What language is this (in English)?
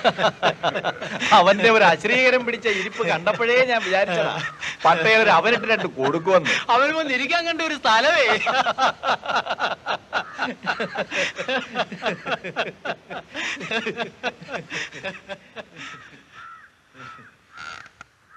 Malayalam